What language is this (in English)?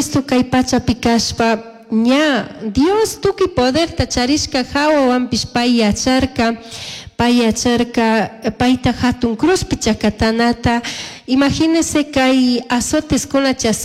Chimborazo Highland Quichua